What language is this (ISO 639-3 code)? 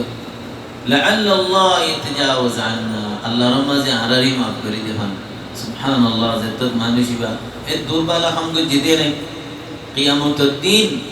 rhg